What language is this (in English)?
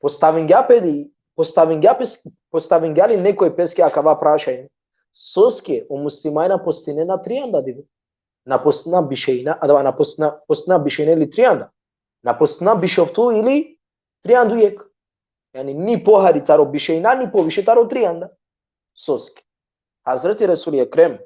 Balkan Romani